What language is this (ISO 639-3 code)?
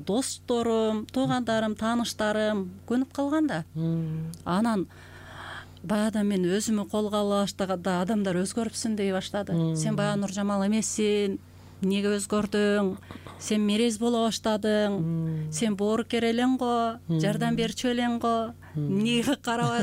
kir